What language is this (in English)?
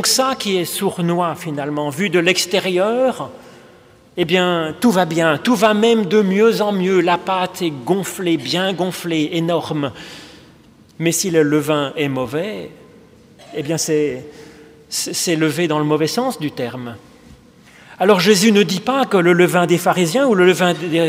French